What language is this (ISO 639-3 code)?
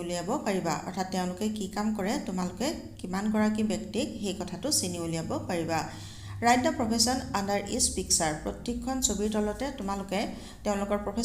asm